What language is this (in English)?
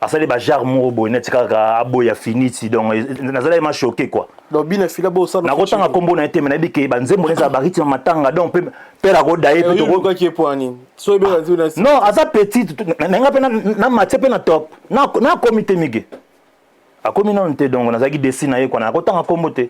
Lingala